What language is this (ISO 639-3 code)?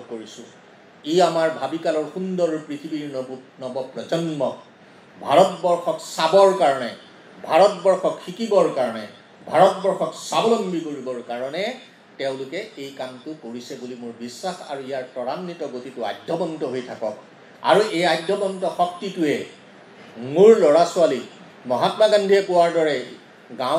asm